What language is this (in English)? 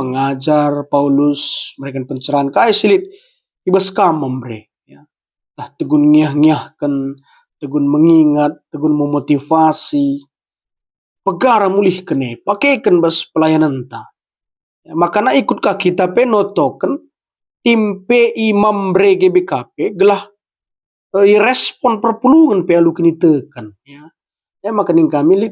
Batak Karo